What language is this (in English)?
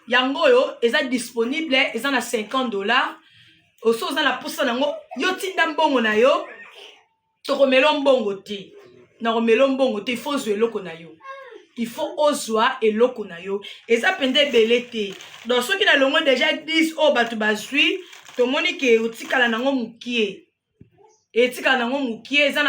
Lingala